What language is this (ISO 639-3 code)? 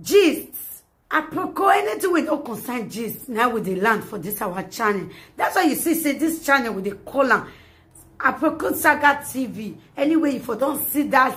pcm